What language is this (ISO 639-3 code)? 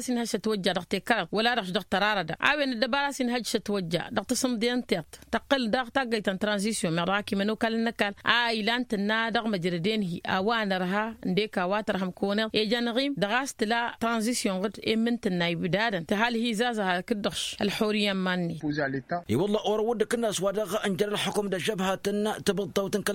taq